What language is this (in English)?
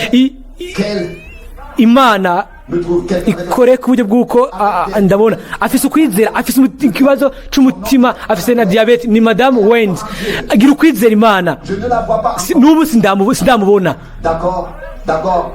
Rundi